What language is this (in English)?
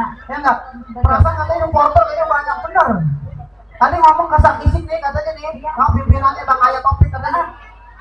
Betawi